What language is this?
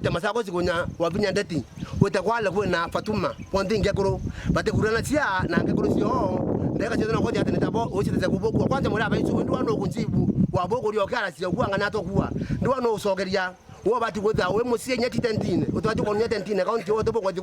Meru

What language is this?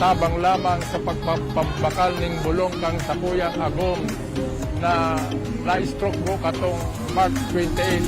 Bikol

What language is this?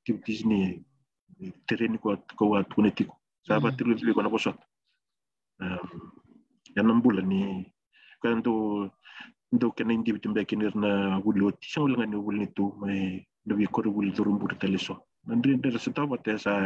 Fijian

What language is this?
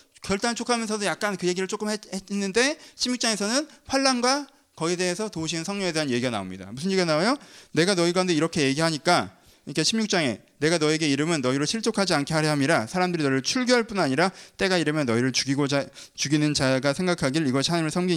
Korean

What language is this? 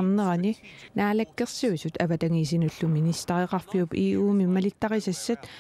Kalaallisut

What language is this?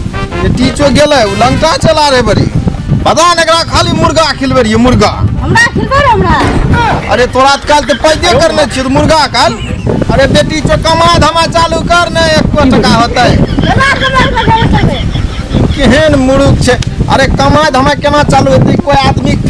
Maithili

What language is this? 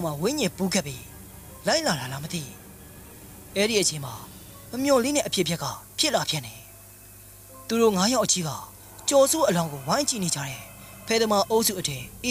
Burmese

